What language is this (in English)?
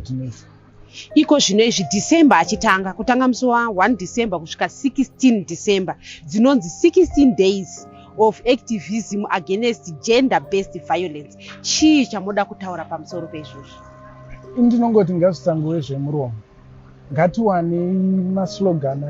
Shona